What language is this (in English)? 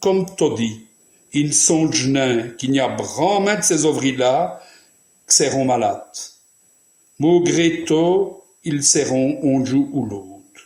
Walloon